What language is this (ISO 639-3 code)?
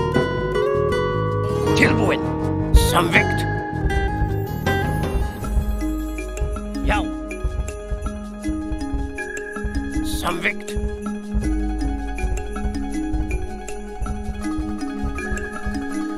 isl